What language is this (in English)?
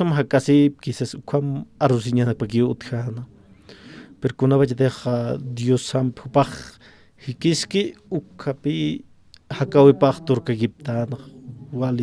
Aymara